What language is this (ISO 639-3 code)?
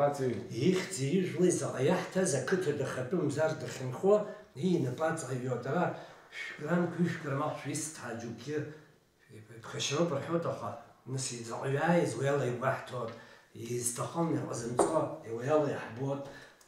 abk